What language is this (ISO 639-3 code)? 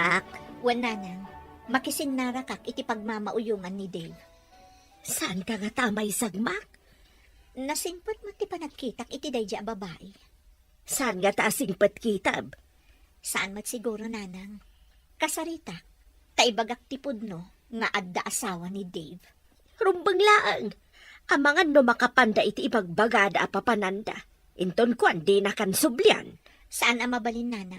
ilo